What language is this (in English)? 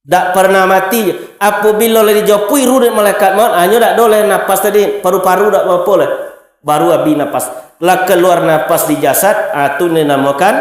Minangkabau